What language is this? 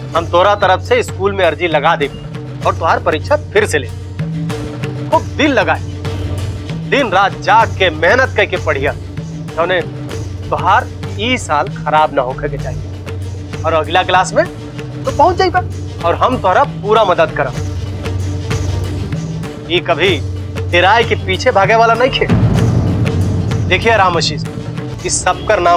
Bhojpuri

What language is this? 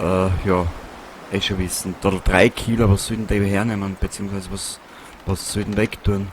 Bavarian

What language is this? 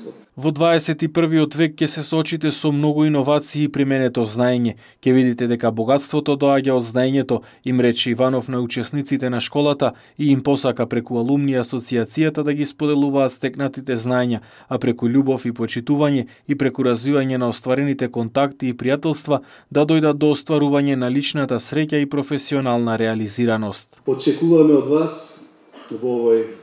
Macedonian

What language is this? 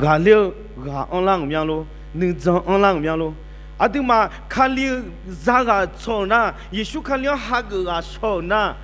Akha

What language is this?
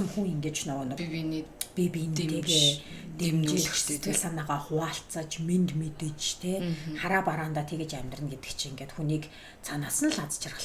Mongolian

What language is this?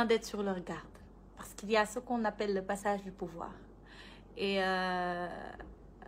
French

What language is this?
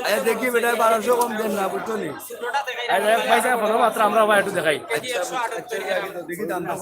Sylheti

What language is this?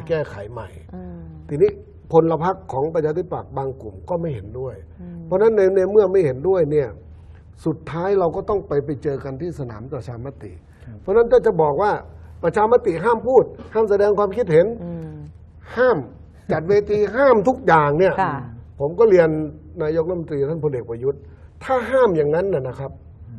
Thai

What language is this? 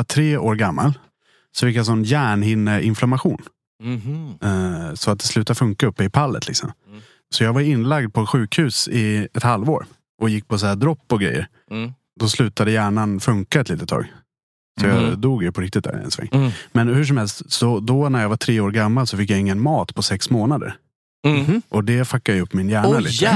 Swedish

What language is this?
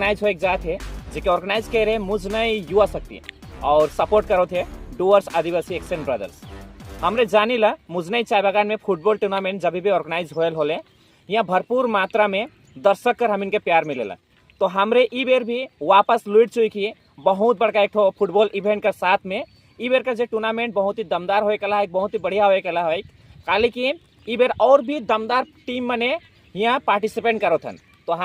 Sadri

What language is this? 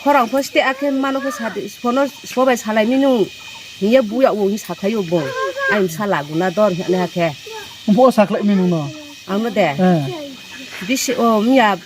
Riang (India)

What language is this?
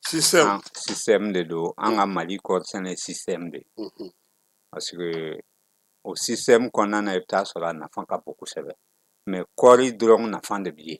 Bambara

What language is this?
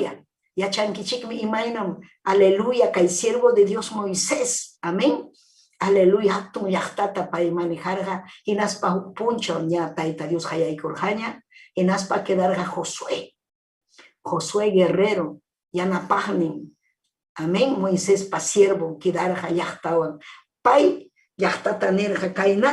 Ayacucho Quechua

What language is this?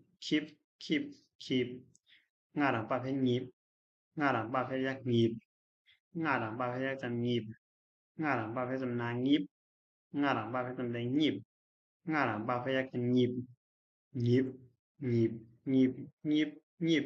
Shan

